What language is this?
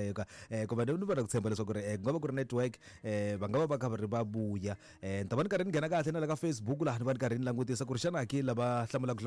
Tsonga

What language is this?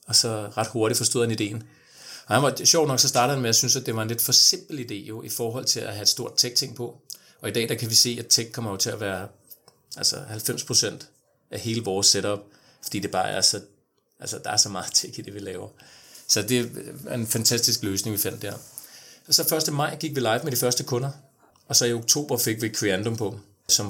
Danish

